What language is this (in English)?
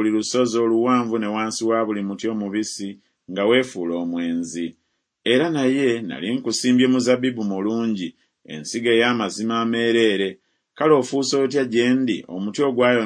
Ganda